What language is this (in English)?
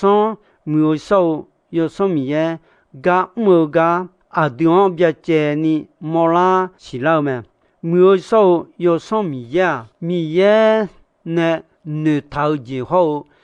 Akha